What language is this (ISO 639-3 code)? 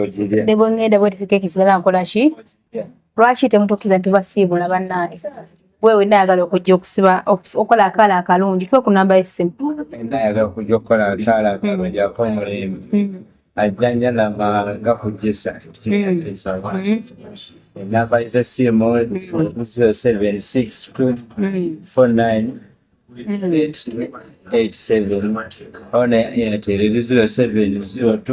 lug